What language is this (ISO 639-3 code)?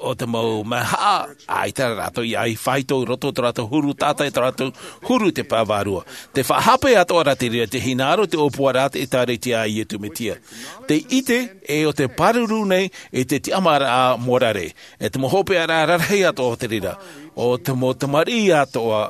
tah